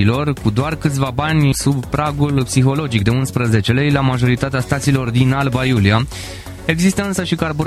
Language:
Romanian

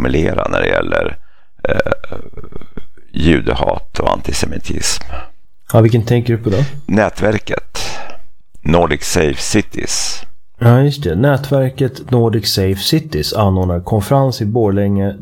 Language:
Swedish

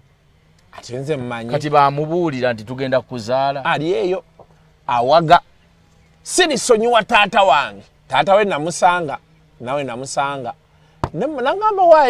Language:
Ganda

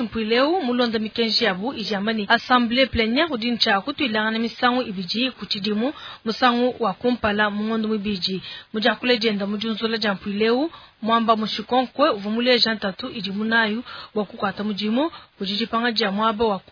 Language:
Luba-Lulua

